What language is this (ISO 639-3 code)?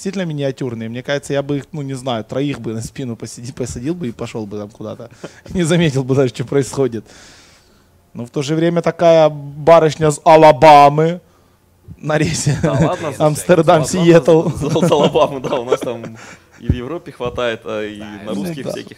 rus